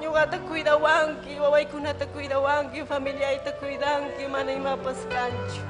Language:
Ayacucho Quechua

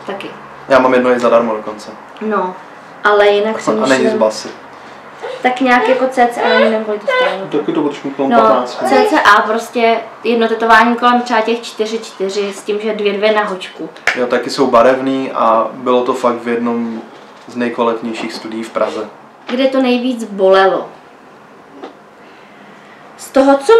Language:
Czech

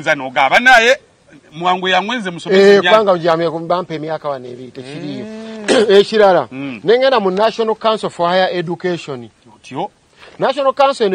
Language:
Ganda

